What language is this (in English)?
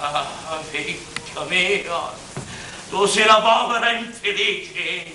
Sicilian